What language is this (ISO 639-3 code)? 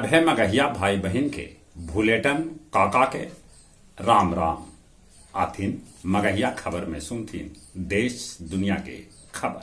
mag